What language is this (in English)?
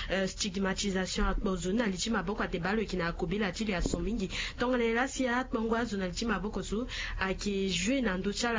Sango